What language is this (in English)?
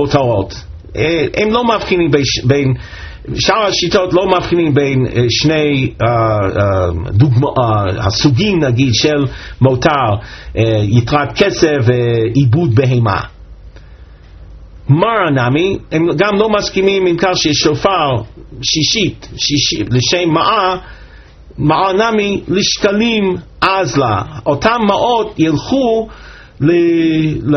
Hebrew